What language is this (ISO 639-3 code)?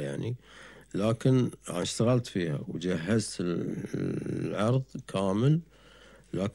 afb